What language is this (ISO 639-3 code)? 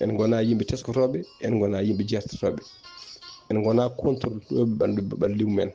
ful